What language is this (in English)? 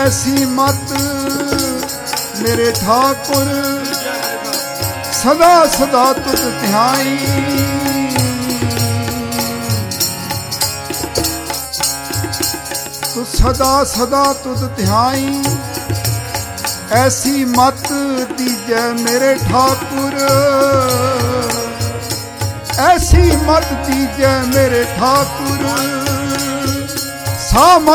Punjabi